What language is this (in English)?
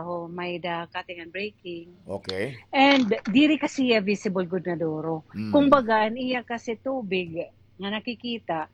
Waray